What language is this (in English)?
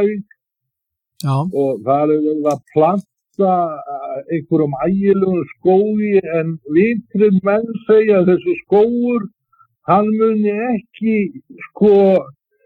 Icelandic